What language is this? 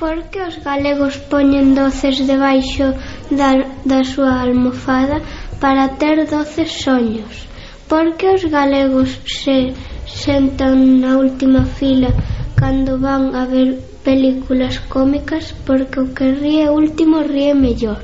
Galician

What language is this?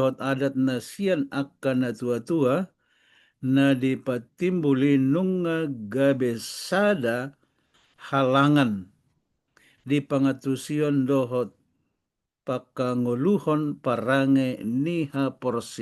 Batak Toba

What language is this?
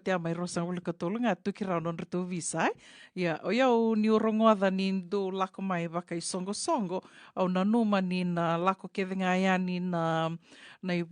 Fijian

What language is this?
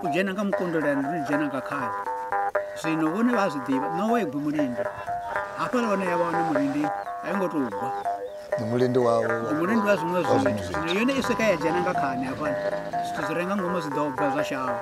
Venda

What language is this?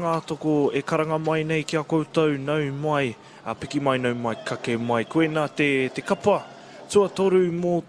Māori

